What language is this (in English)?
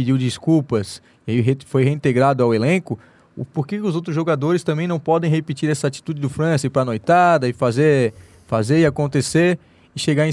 Portuguese